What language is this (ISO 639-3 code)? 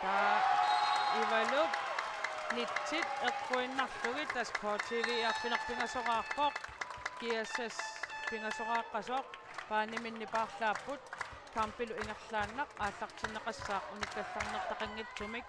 kal